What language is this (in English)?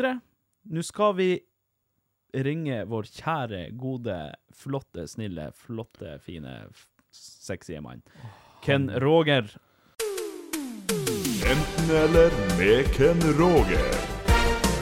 Norwegian